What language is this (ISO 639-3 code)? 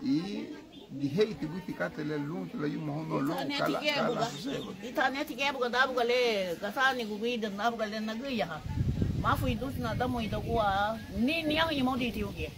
cab